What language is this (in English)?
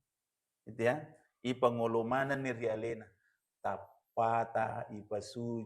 Buginese